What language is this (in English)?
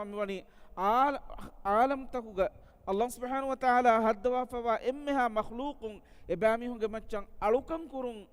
Divehi